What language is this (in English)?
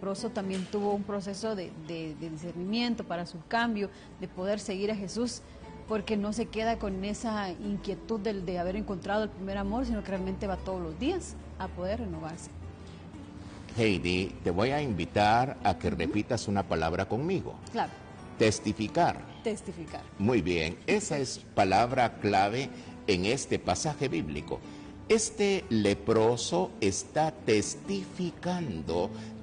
Spanish